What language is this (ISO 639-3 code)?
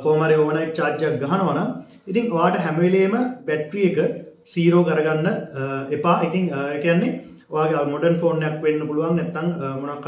sin